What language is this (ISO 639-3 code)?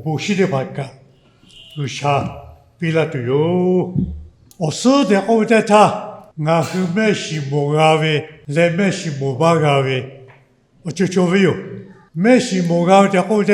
lhu